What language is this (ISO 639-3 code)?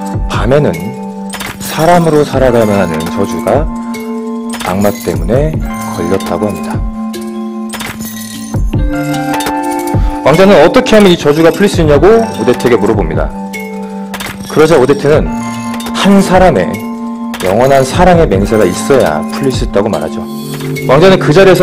kor